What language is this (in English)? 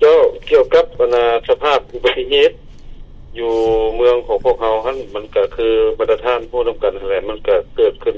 Lao